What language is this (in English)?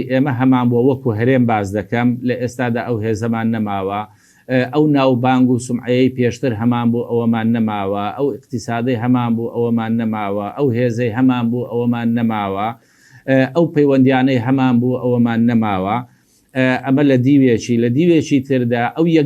Central Kurdish